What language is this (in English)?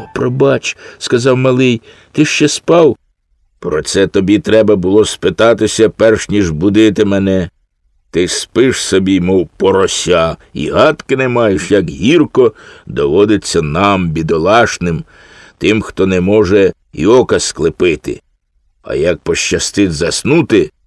Ukrainian